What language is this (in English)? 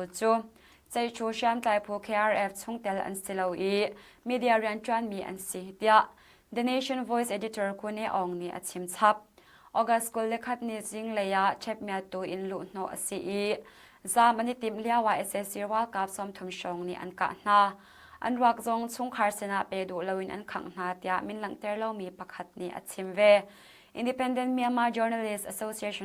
Hakha Chin